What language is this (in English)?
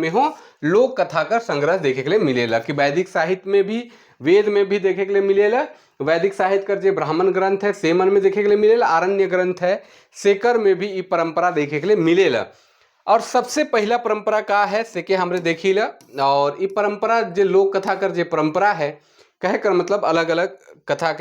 Sadri